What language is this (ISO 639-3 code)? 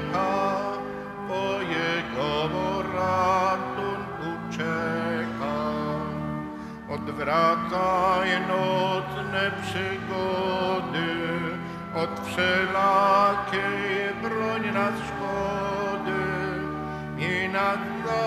pol